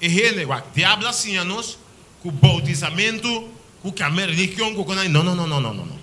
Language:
Papiamento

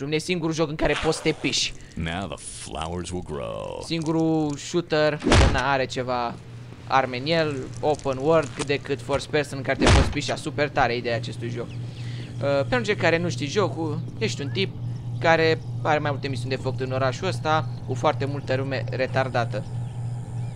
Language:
Romanian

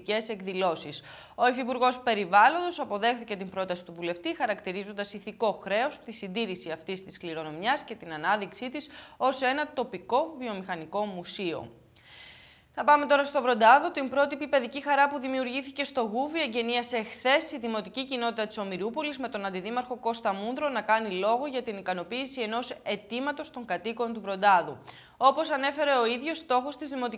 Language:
Greek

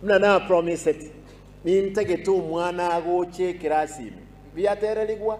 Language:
Gusii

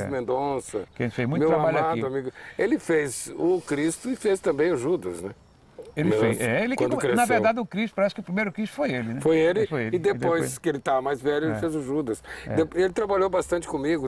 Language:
Portuguese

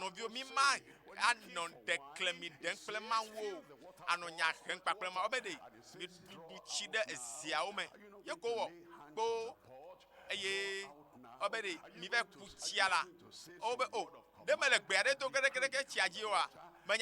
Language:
Ewe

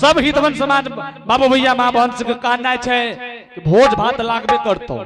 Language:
Angika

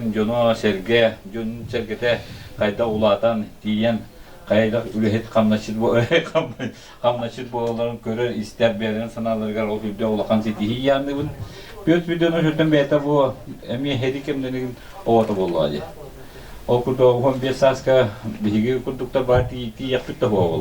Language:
Yakut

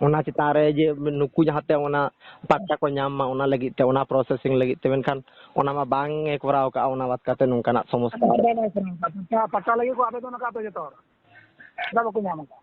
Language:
Santali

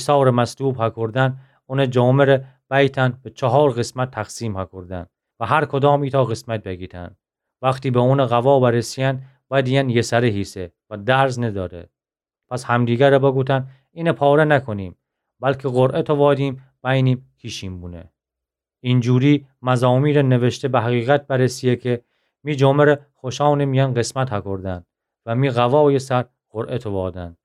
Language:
Gilaki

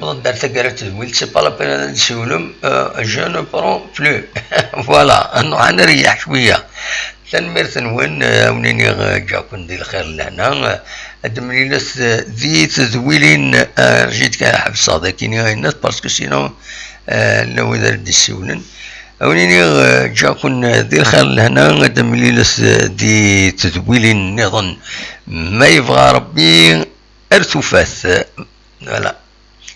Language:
Kabyle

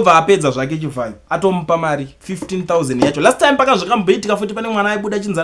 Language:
Shona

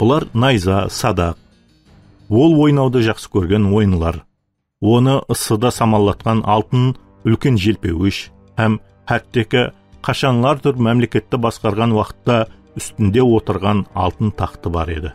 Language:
Kara-Kalpak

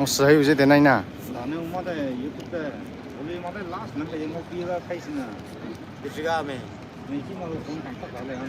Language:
Maram Naga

